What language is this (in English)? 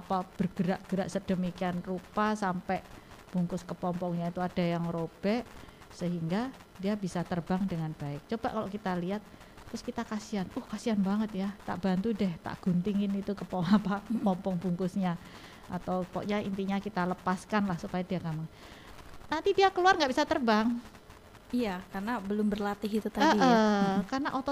Indonesian